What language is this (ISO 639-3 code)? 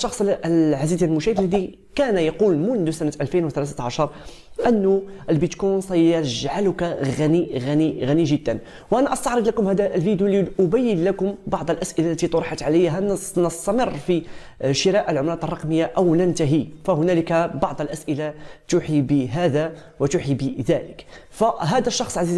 ara